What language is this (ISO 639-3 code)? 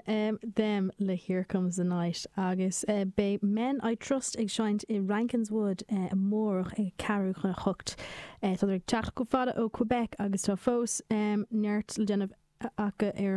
gle